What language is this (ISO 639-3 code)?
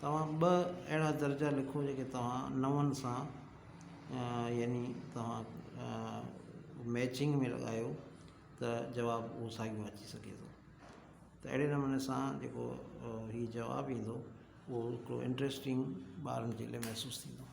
snd